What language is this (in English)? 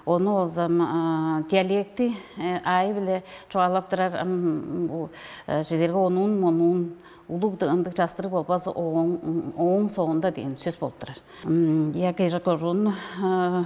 Tuvinian